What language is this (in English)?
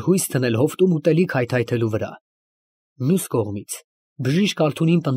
Armenian